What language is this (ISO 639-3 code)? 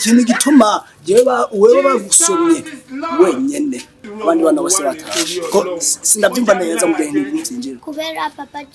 run